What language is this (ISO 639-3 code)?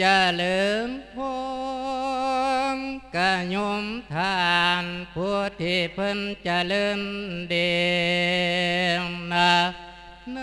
lao